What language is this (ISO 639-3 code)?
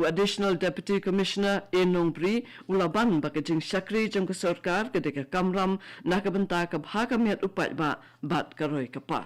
kha